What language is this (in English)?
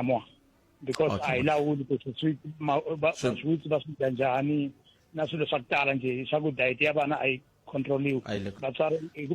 Tsonga